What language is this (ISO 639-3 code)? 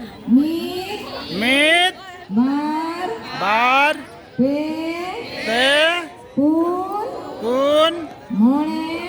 sat